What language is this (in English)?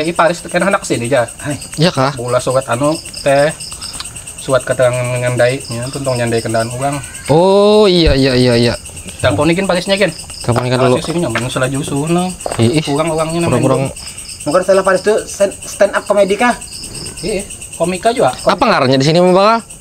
Banjar